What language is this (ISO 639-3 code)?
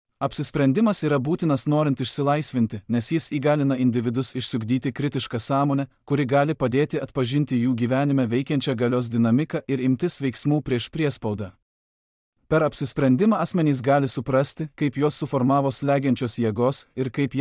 lit